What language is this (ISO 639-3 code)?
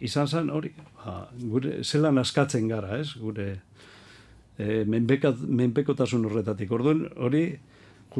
eus